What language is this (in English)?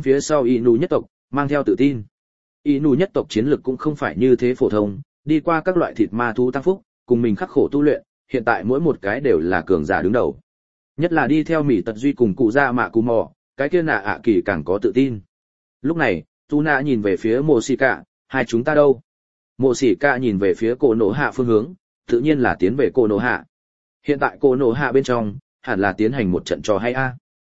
Vietnamese